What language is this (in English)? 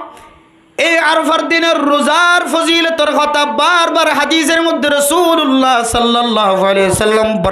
Rohingya